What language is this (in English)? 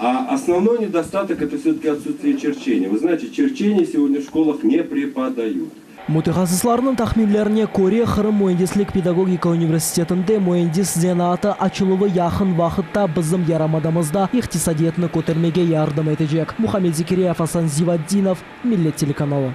Crimean Tatar